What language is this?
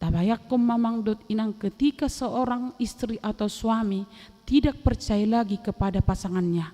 Batak Toba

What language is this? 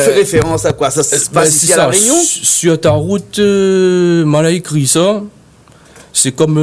Réunion Creole French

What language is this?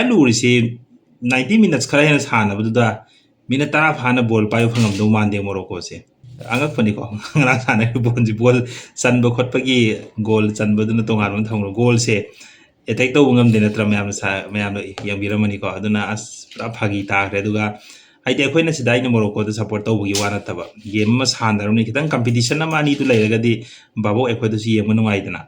Manipuri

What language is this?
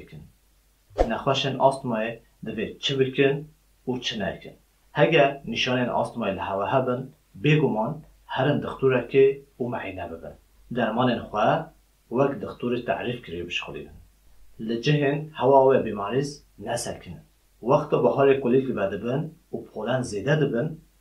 Kurdish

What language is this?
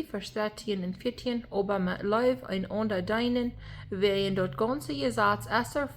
Plautdietsch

